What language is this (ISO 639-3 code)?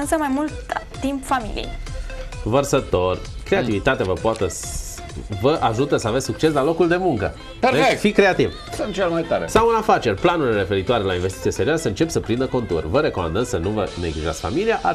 ron